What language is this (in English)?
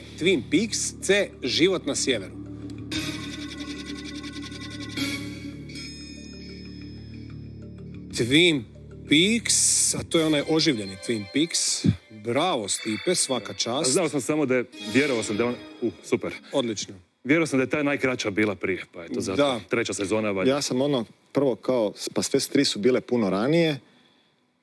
Croatian